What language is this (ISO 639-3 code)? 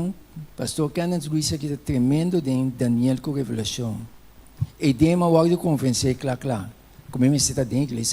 pap